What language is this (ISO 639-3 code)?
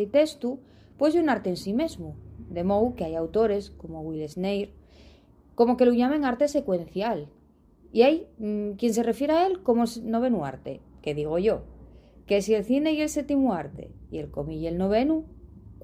ast